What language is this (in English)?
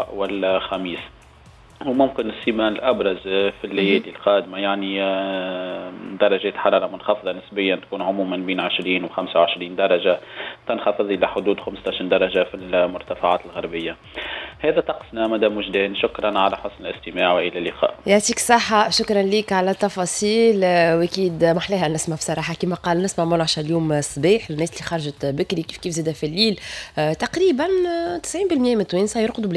Tunisian Arabic